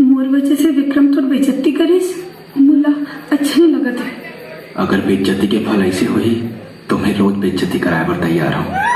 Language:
Chhattisgarhi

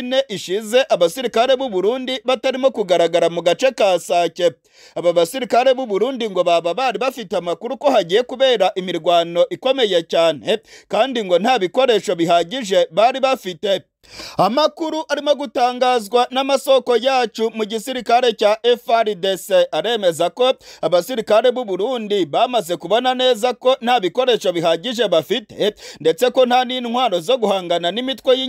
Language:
Kinyarwanda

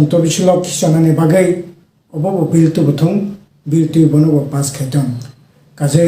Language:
Kok Borok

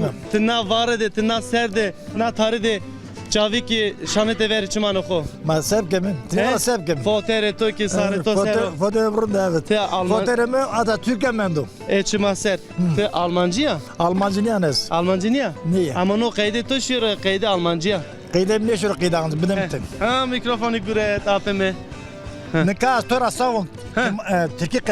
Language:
Zaza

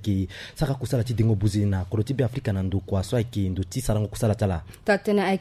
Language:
Sango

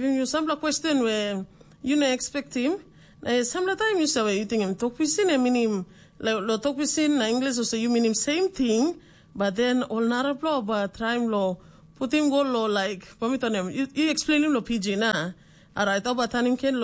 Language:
Tok Pisin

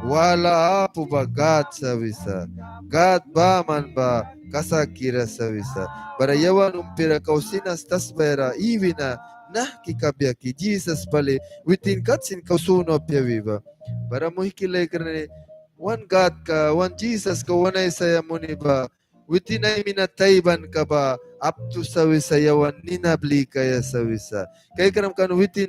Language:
Mískito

